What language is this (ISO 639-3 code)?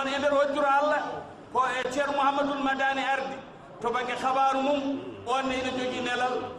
ful